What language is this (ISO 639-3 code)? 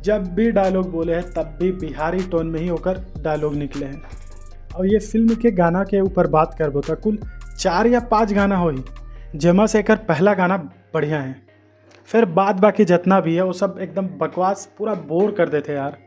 hne